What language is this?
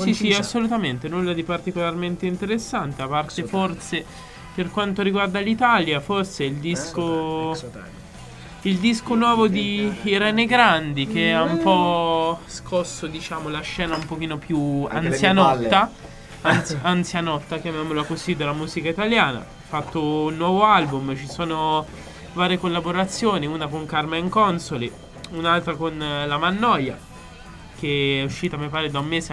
Italian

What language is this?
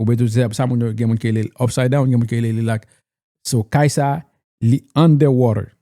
Haitian Creole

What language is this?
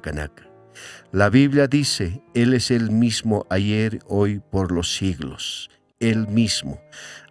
Aymara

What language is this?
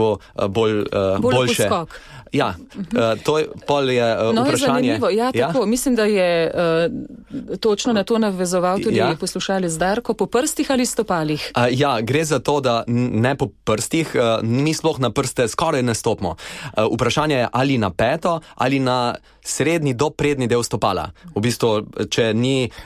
Slovenian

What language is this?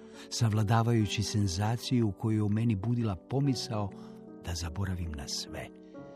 Croatian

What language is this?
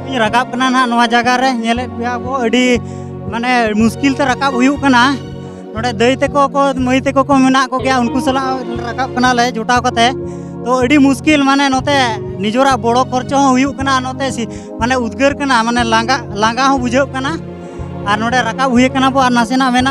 Santali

